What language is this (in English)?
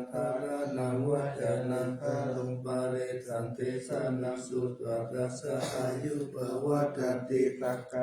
Pali